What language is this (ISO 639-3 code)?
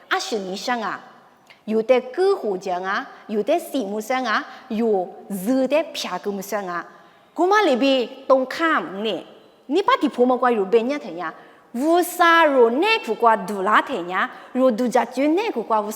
lis